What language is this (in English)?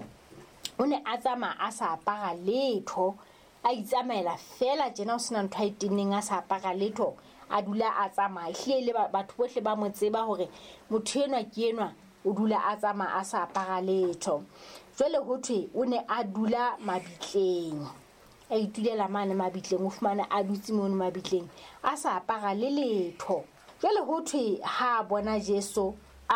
Southern Sotho